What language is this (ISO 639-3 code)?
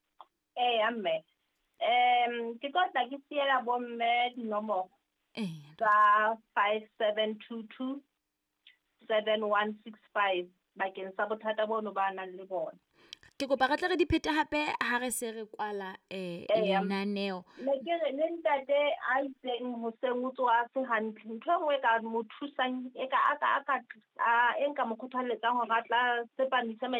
sot